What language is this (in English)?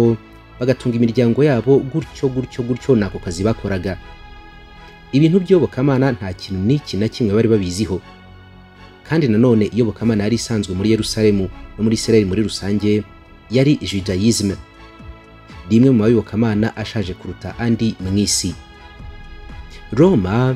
Kinyarwanda